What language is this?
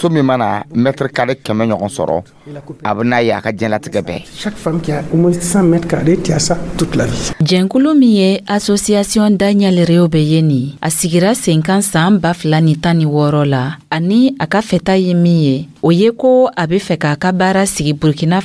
Dyula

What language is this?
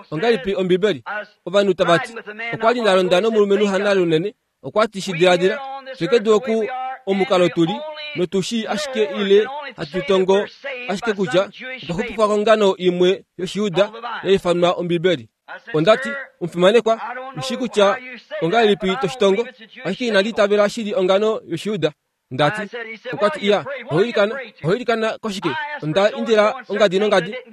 Kuanyama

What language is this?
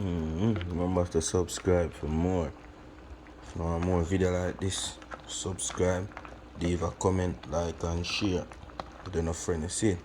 Jamaican Creole English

